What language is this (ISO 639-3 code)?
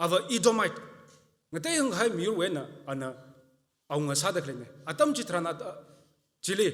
nmf